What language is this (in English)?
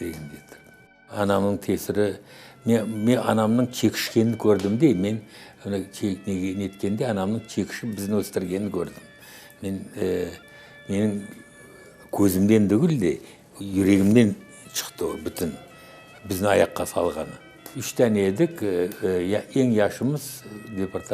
Crimean Tatar